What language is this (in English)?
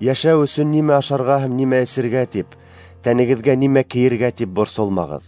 Bashkir